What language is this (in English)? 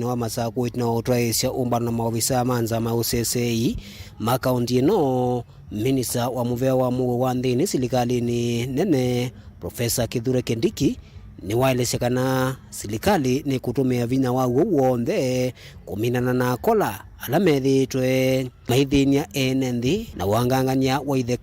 Kamba